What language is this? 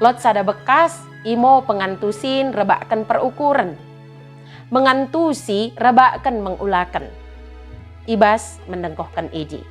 Batak Dairi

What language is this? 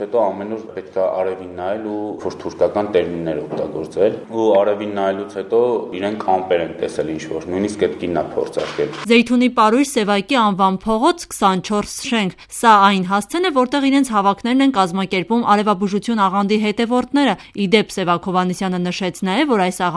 Armenian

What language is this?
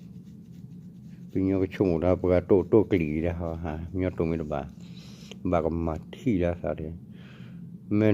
S'gaw Karen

